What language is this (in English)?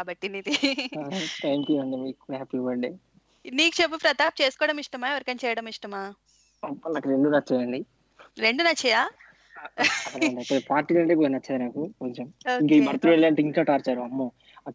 Telugu